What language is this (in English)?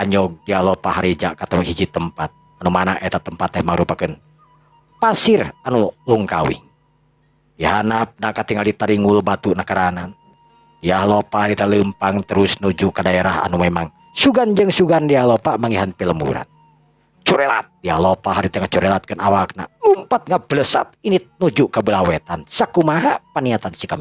Sundanese